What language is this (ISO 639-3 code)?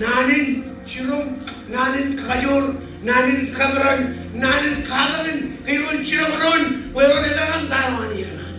mah